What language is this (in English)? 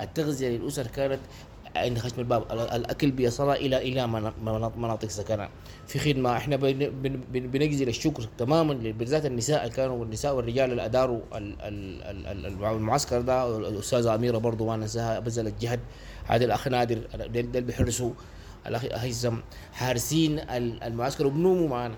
Sudanese Arabic